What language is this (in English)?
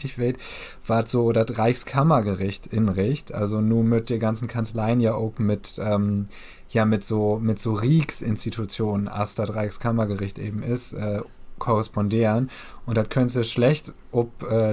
Low German